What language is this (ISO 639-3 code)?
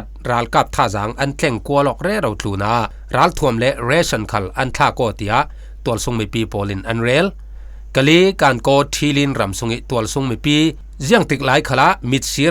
cfm